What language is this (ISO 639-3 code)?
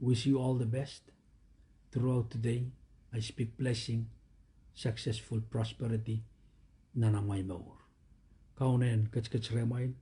pon